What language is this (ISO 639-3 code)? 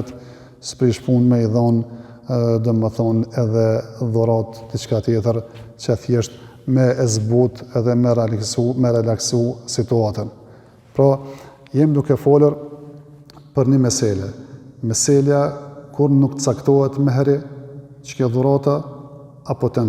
sqi